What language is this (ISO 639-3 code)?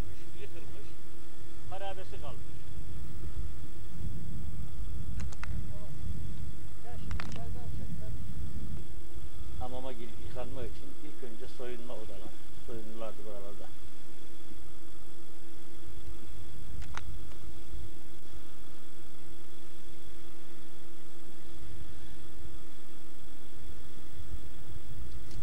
tur